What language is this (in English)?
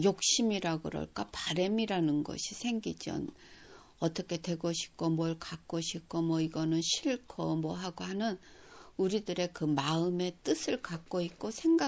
Korean